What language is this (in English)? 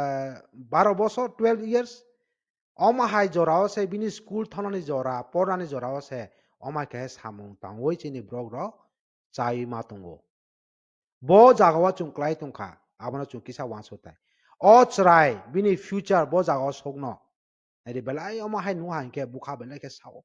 Kok Borok